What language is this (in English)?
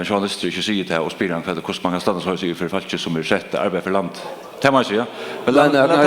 Faroese